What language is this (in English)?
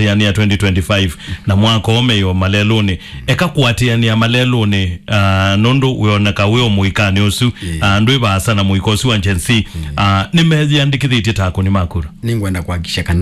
Kamba